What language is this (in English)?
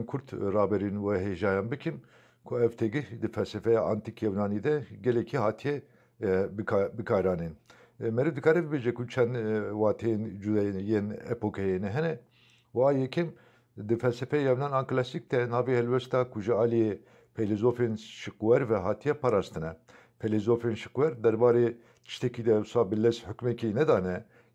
Kurdish